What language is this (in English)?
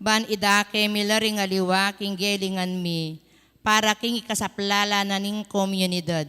Pampanga